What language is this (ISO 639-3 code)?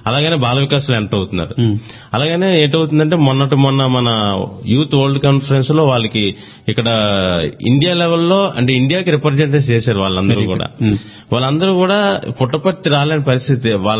tel